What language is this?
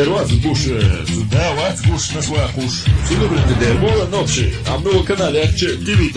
Chechen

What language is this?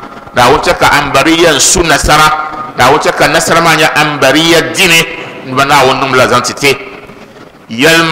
Dagbani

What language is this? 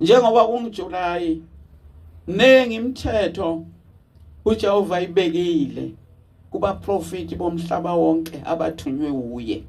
Zulu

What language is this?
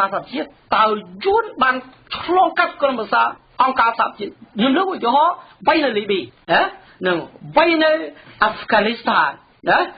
Khmer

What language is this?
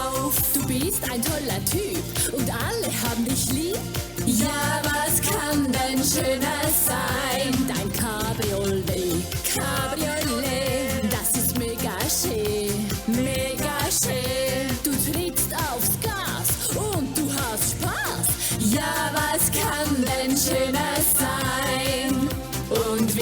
Swiss German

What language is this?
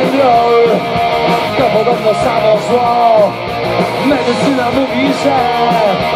Polish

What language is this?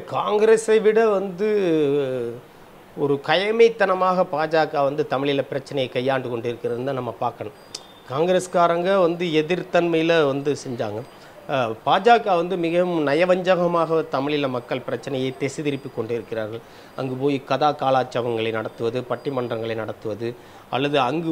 Tamil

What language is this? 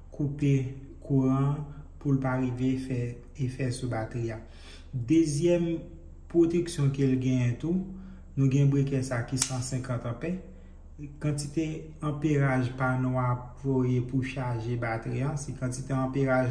Haitian Creole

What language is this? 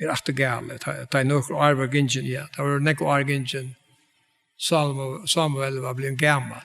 Faroese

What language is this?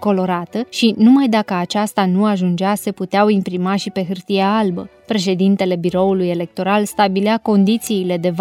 Romanian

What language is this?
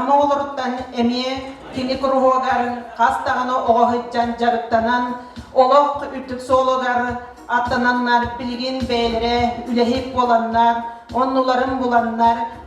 Yakut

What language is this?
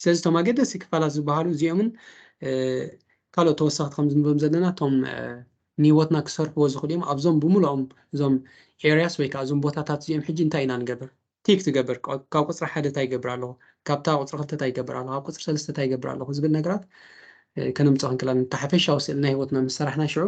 Tigrinya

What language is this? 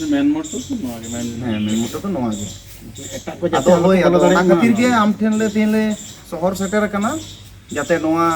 Santali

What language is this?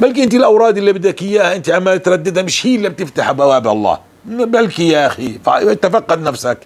North Levantine Arabic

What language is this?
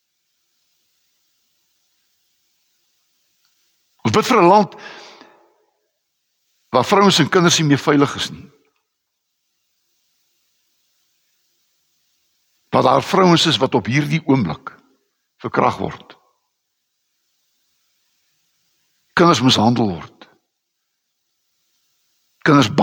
Afrikaans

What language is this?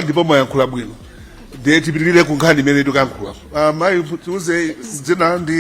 Nyanja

